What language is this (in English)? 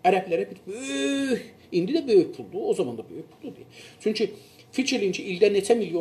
South Azerbaijani